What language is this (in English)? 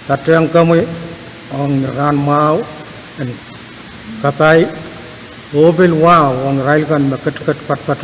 Pohnpeian